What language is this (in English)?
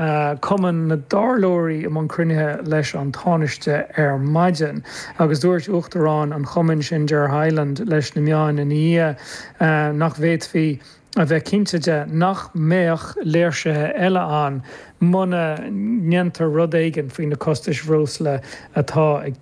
Irish